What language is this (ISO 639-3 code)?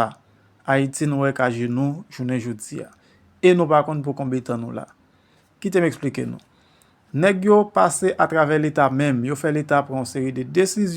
hat